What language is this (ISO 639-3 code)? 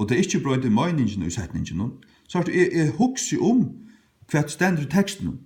fao